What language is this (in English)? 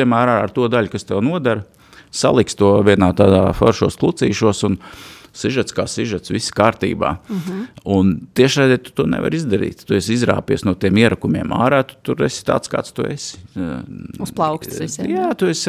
Latvian